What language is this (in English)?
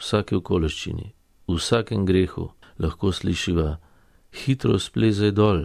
Slovenian